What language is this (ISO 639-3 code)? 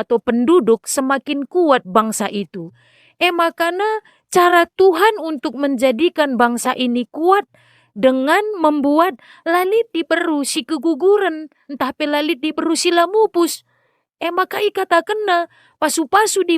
btx